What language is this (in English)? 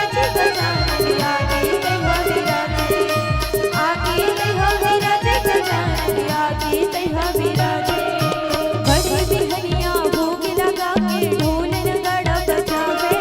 Chhattisgarhi